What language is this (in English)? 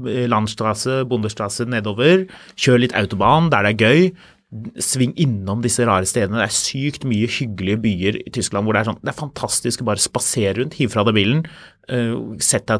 Norwegian